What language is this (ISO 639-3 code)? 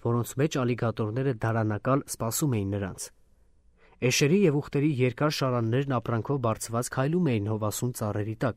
hye